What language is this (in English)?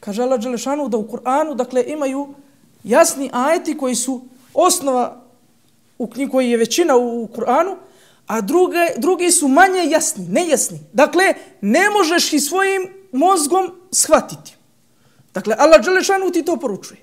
Bosnian